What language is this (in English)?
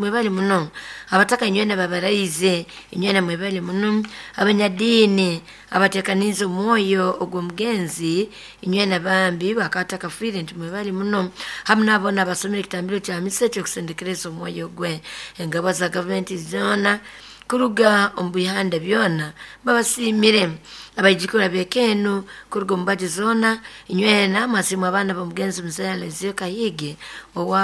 Nyoro